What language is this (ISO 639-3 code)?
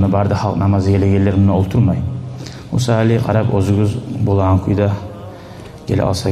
kum